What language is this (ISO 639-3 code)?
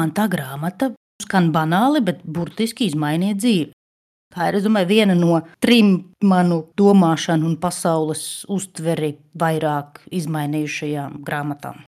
lav